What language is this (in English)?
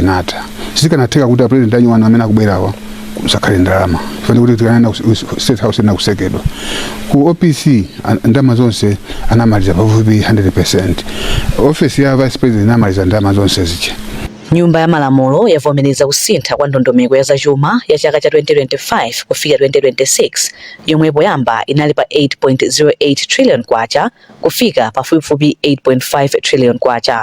Nyanja